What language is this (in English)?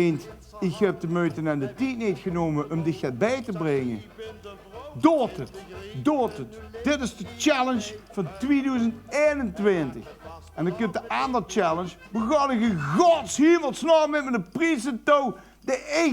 Limburgish